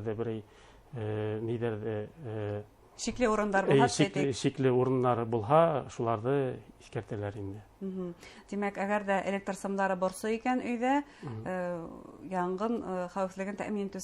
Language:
Bashkir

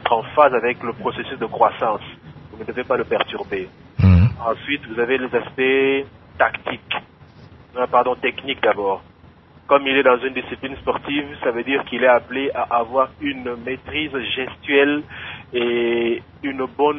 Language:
French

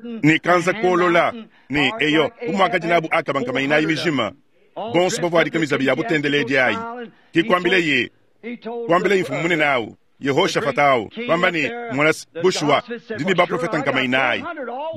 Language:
Luba-Lulua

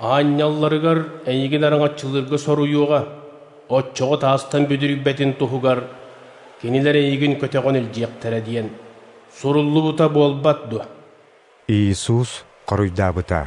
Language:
Yakut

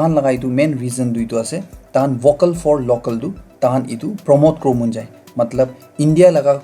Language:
Naga Pidgin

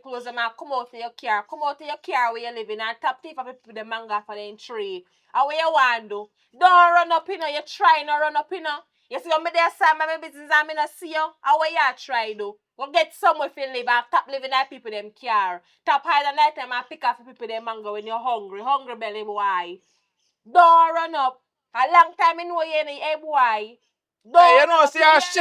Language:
Jamaican Creole English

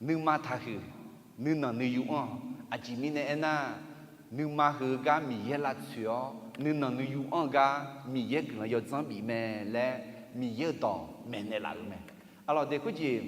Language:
Akha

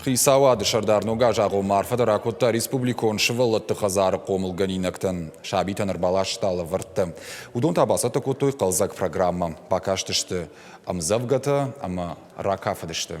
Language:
Ossetic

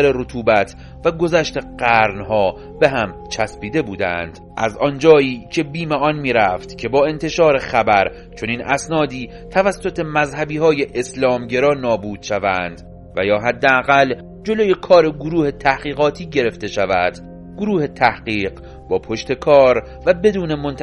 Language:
Persian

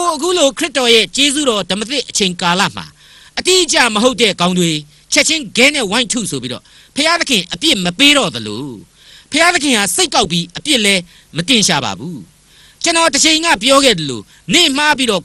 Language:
Burmese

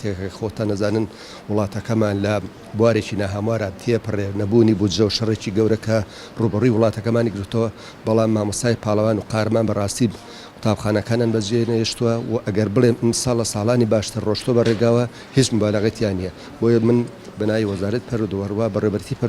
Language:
Central Kurdish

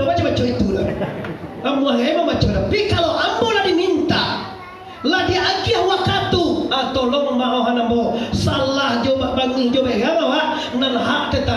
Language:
Minangkabau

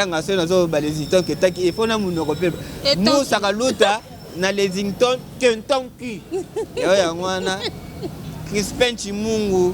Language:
Lingala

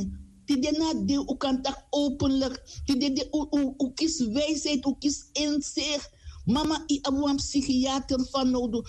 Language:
Sranan Tongo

